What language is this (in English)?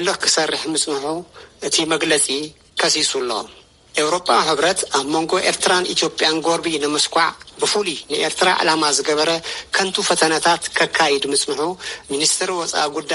Tigrinya